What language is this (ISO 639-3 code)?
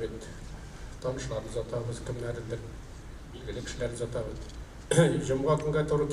tat